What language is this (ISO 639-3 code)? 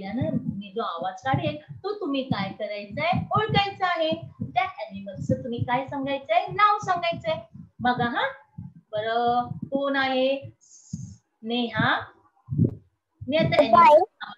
mar